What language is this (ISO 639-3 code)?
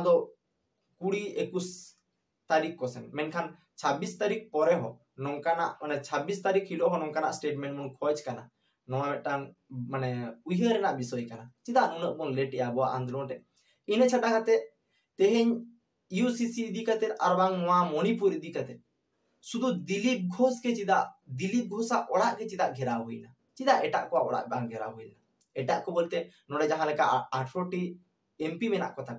sat